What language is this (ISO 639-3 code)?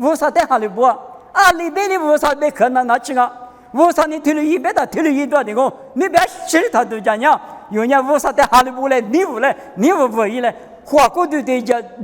lis